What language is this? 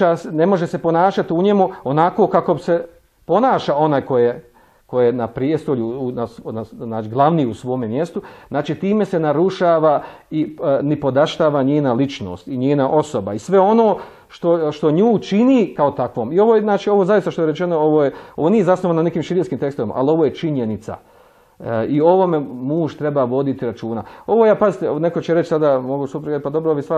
Bosnian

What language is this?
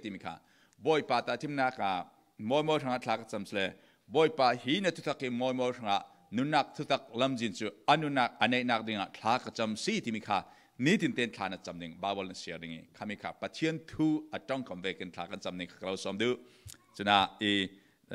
Falam Chin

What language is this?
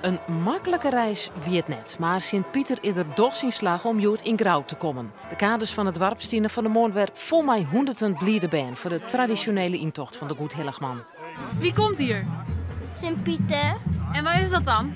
Western Frisian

